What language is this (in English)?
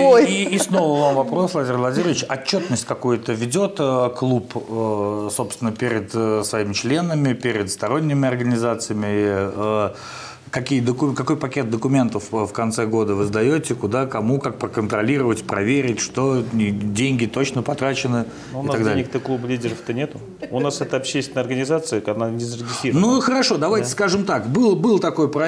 Russian